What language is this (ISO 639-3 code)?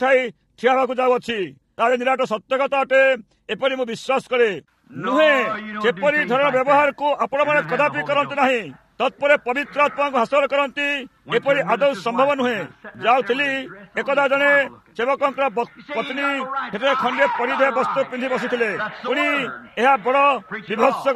ori